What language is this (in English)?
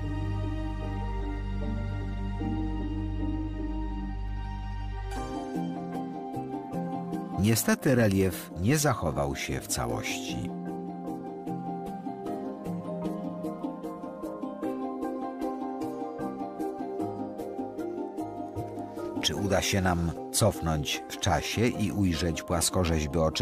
Polish